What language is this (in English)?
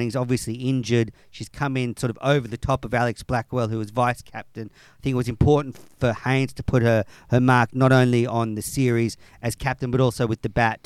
English